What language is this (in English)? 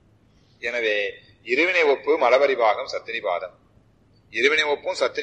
Tamil